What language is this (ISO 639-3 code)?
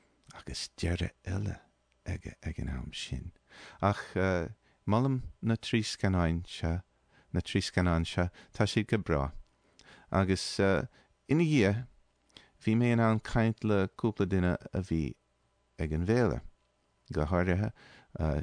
gle